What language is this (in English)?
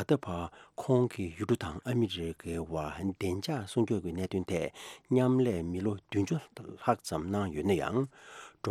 Tibetan